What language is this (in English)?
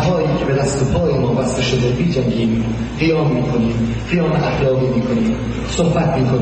Persian